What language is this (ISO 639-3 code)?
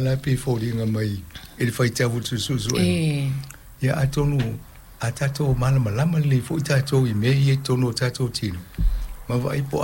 smo